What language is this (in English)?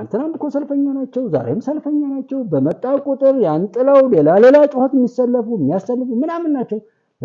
Amharic